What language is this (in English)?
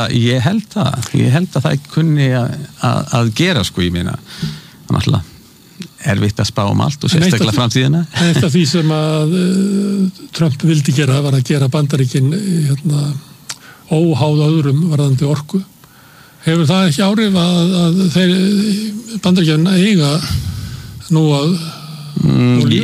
Icelandic